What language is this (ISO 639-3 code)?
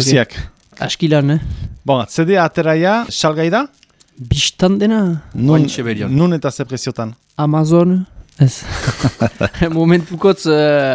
eus